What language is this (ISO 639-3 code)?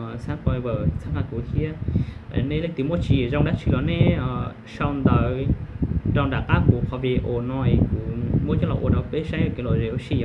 hmn